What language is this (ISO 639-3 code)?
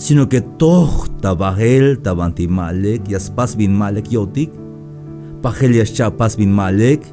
tzh